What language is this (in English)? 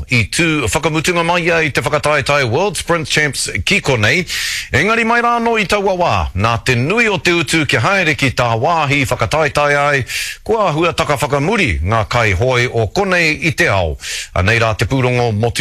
Māori